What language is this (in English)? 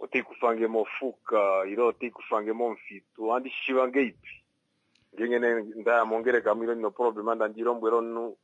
Kuanyama